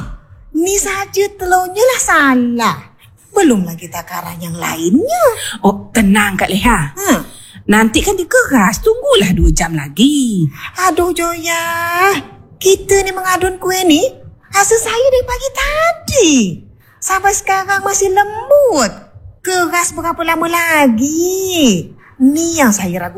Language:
Malay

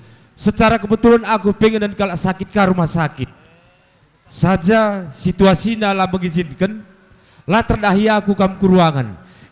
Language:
Batak Karo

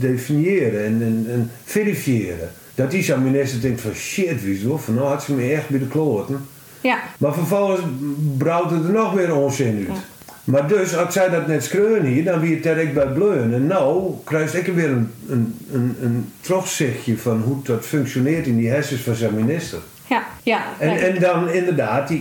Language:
Western Frisian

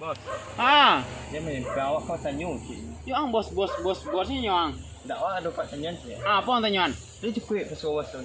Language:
Minangkabau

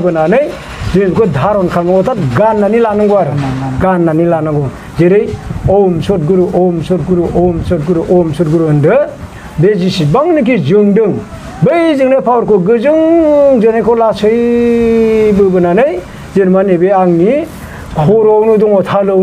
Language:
Bodo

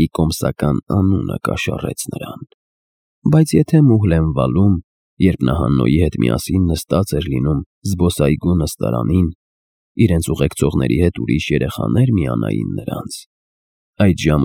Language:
Armenian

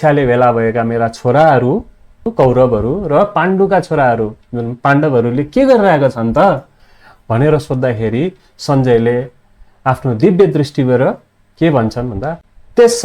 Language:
Nepali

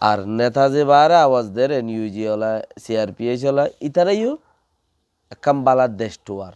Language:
Rohingya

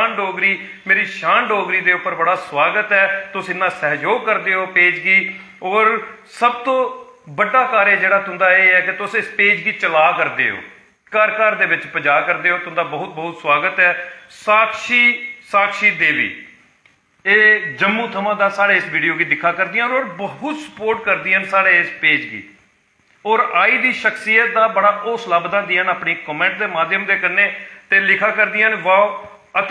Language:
Dogri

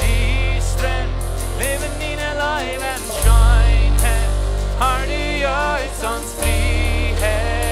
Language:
Plautdietsch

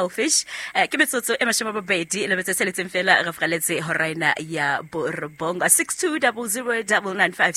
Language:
Southern Sotho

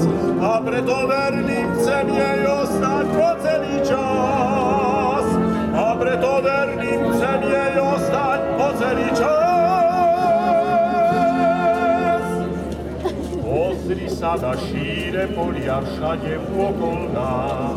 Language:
Slovak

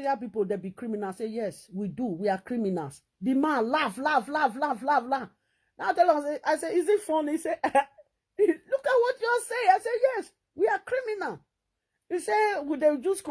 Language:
Nigerian Pidgin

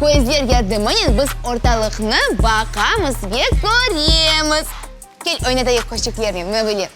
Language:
Crimean Tatar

